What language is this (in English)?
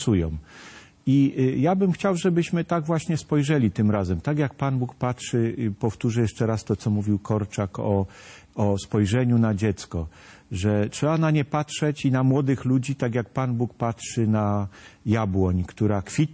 Polish